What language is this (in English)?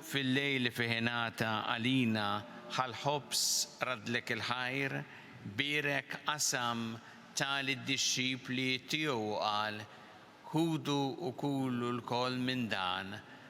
Maltese